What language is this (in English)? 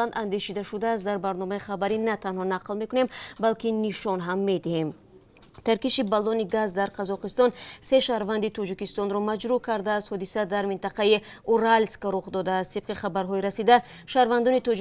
Tajik